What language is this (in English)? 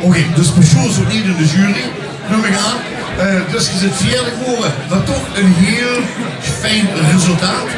Limburgish